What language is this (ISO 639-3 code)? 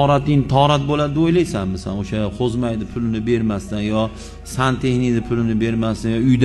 uzb